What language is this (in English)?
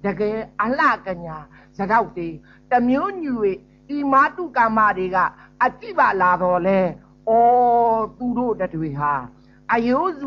Burmese